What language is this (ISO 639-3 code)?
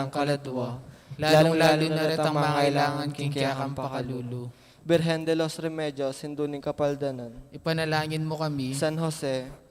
pam